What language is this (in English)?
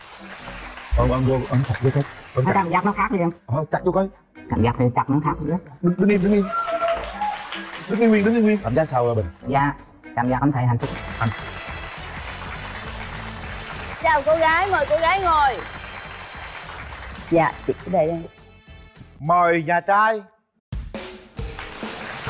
Vietnamese